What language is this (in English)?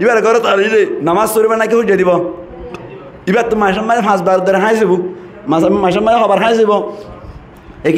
Rohingya